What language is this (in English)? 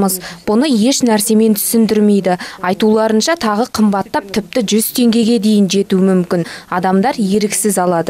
Kazakh